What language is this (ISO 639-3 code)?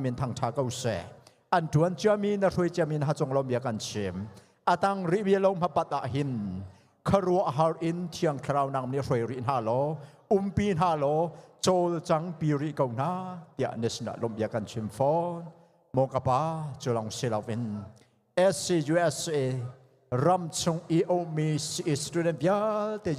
cnh